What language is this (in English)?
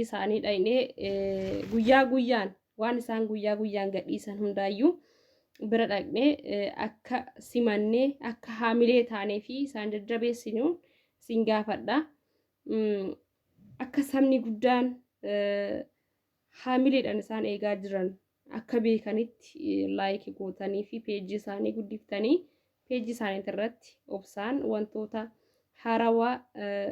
Oromo